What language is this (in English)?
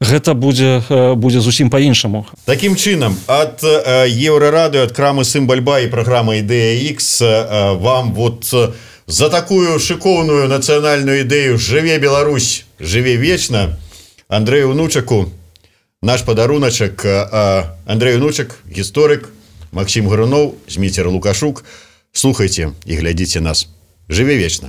Belarusian